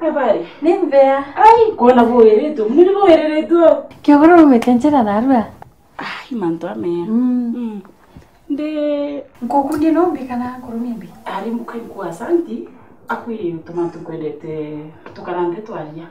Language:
Meru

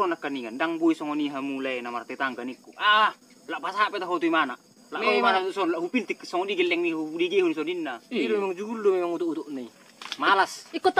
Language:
Batak Toba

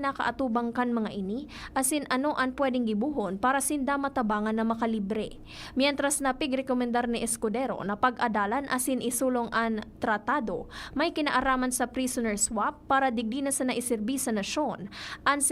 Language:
Bikol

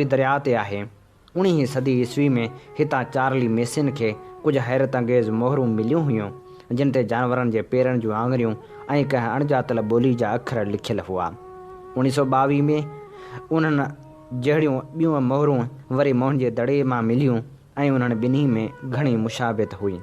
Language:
Sindhi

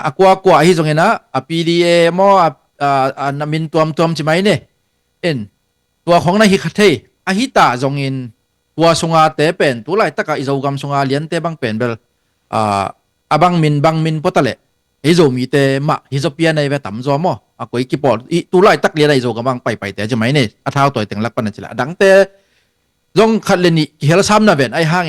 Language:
Tedim Chin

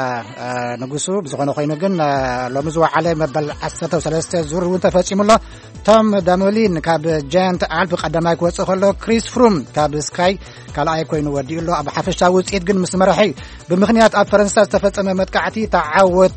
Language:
Tigrinya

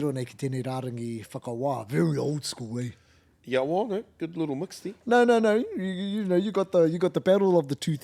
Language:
Māori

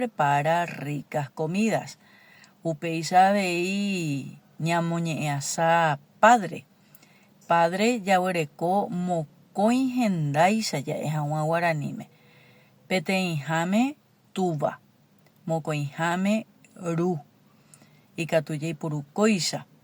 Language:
Guarani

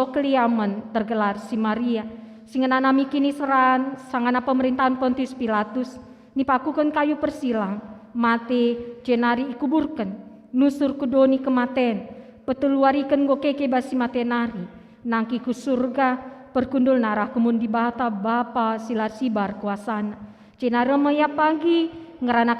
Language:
Batak Karo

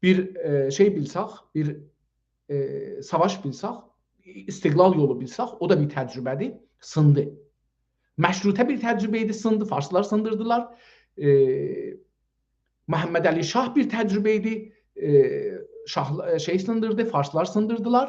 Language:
South Azerbaijani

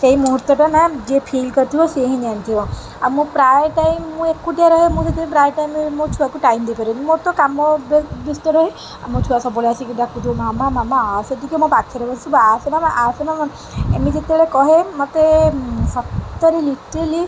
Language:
Odia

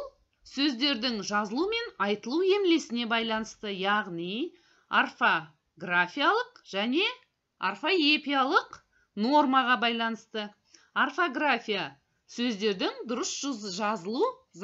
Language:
Kazakh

